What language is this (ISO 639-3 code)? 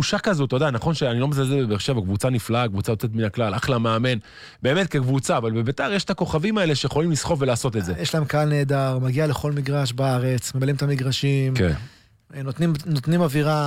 heb